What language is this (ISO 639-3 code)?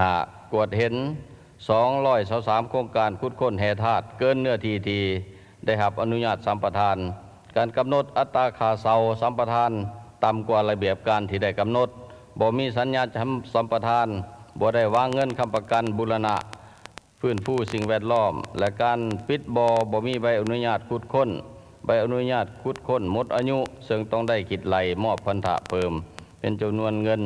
lao